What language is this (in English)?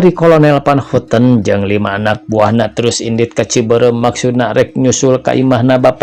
Sundanese